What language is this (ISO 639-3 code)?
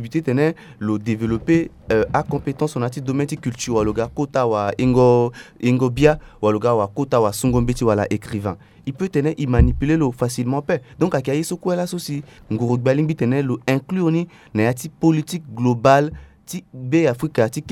sag